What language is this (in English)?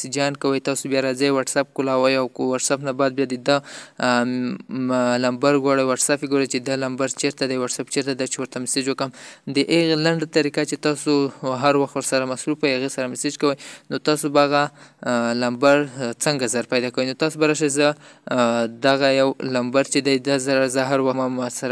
Pashto